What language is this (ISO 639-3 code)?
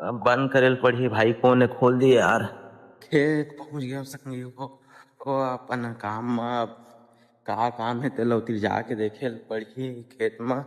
hne